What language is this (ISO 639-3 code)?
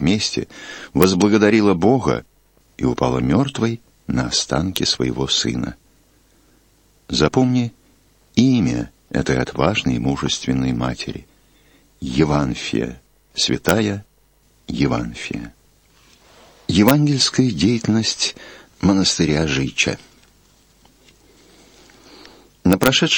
rus